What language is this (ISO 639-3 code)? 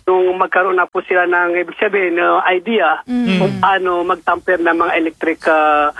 fil